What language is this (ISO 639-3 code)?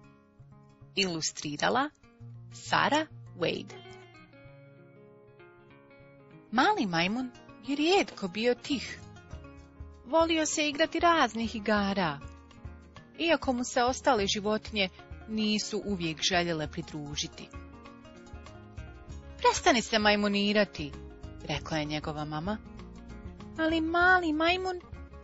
hrv